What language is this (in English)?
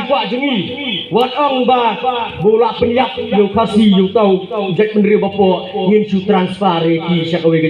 Khasi